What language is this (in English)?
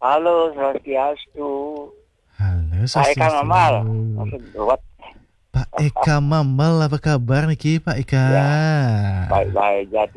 Balinese